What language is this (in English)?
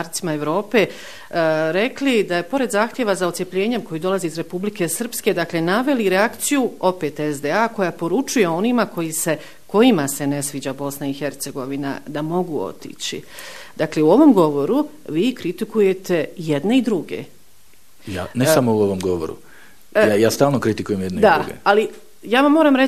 Bosnian